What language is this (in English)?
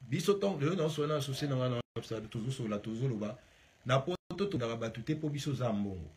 Lingala